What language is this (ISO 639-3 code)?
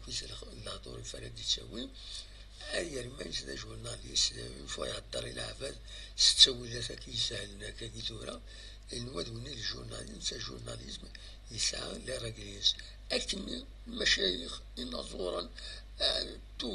kab